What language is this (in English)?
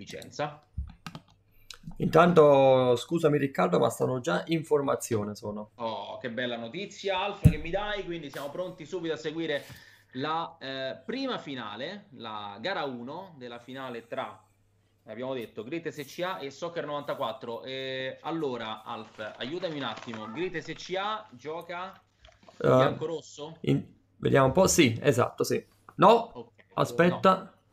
Italian